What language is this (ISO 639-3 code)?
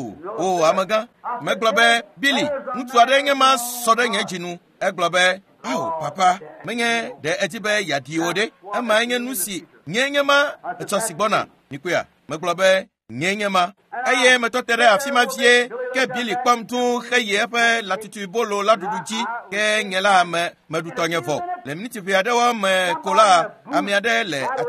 ewe